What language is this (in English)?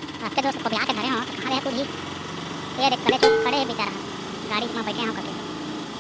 Chhattisgarhi